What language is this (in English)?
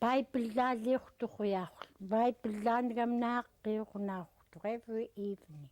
Central Yupik